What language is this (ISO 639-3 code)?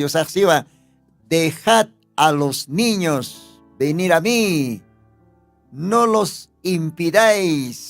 aym